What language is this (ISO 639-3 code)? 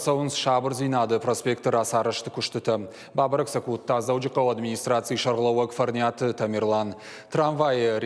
oss